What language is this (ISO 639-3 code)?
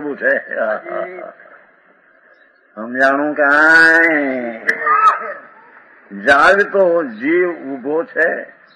guj